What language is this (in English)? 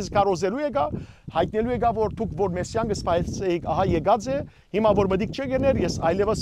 Western Armenian